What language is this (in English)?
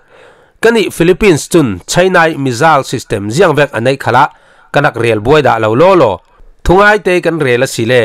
Falam Chin